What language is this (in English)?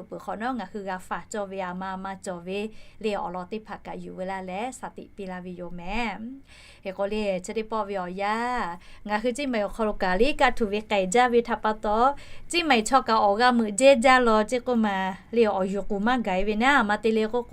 Lahu